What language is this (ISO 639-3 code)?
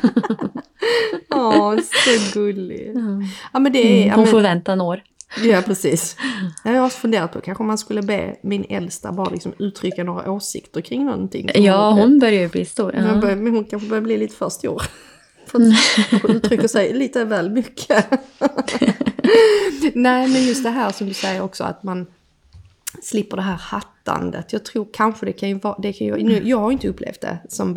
swe